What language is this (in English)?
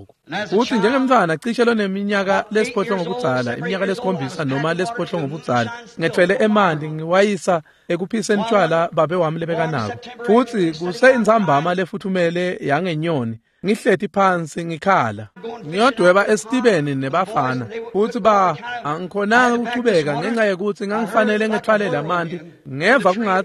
Swati